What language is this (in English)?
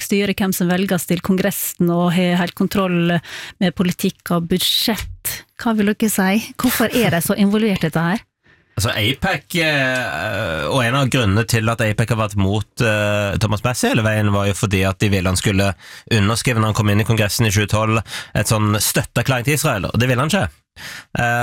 Norwegian